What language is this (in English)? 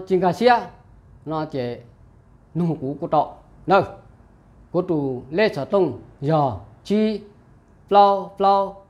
Hmong